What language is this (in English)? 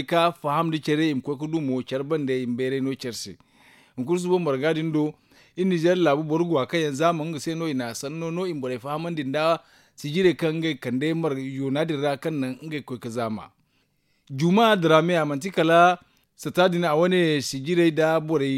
Zarma